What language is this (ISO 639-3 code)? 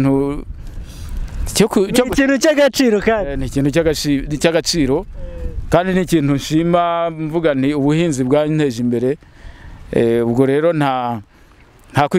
kin